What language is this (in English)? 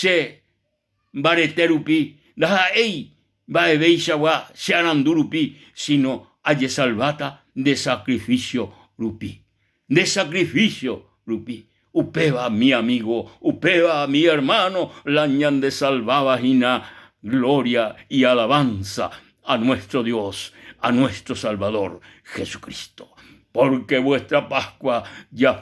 Guarani